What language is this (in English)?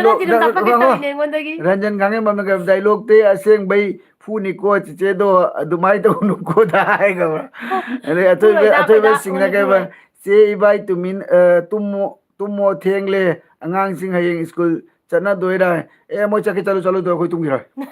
Manipuri